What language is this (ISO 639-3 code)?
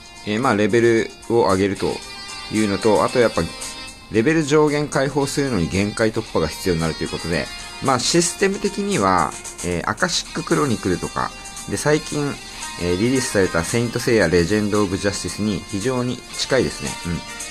jpn